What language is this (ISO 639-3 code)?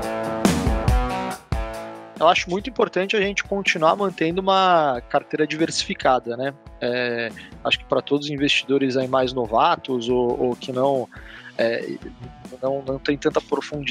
por